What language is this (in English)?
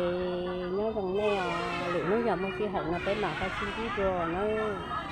Hmong